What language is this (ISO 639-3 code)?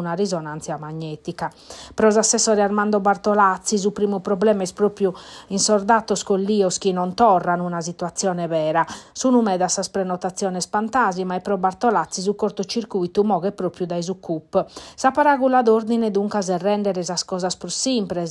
srd